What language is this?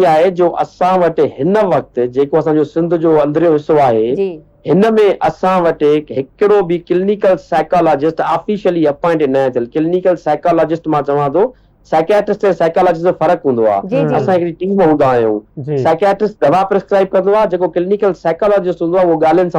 Sindhi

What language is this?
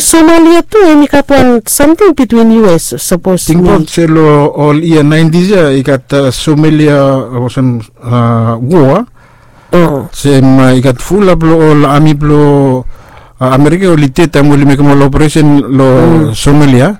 Bislama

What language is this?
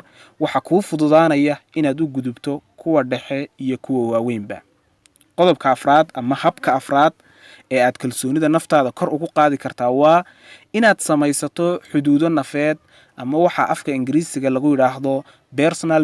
Somali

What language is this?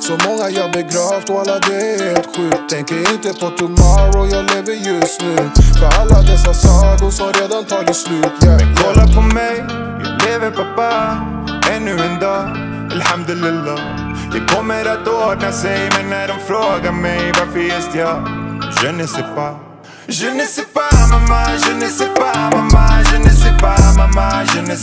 Swedish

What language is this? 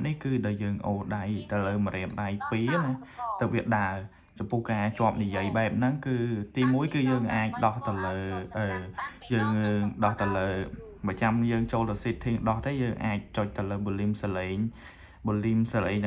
Khmer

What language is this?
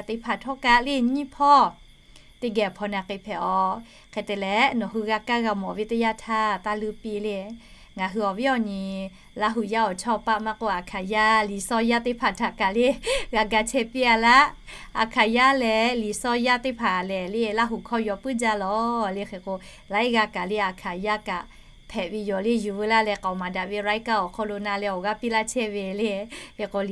Lahu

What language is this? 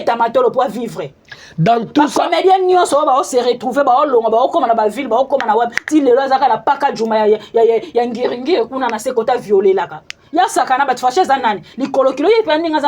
Lingala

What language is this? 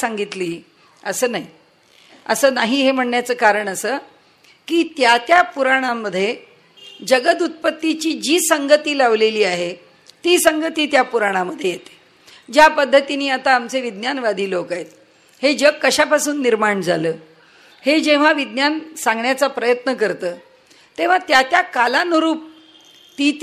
Marathi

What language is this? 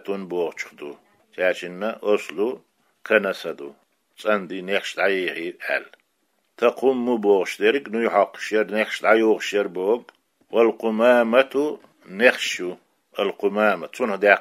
Chechen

